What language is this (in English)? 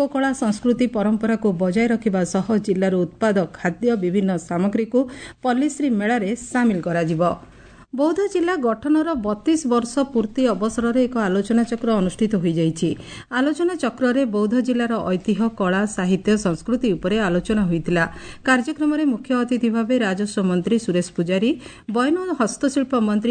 Odia